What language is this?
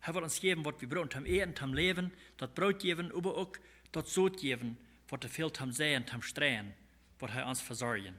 Plautdietsch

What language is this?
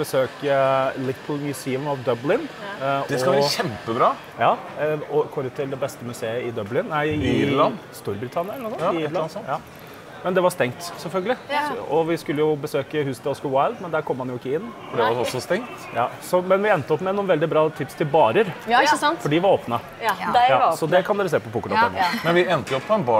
Norwegian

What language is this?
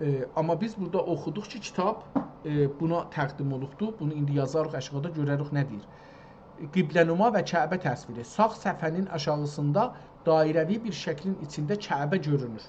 South Azerbaijani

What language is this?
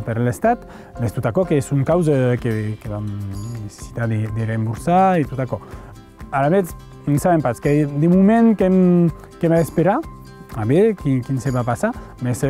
Occitan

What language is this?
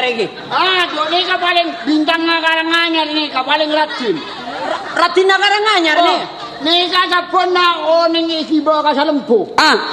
Madurese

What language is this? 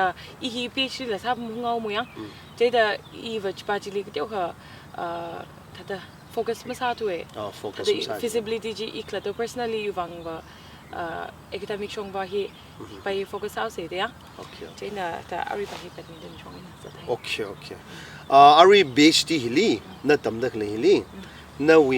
Tangkhul Naga (India)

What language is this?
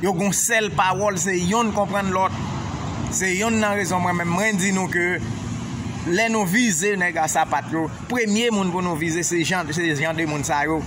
Haitian Creole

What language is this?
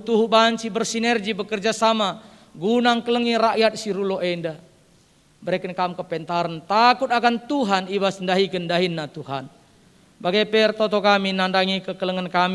Batak Karo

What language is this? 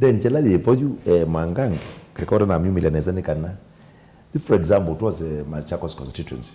Kamba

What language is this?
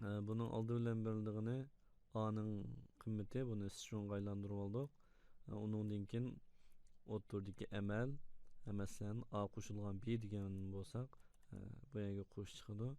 Uyghur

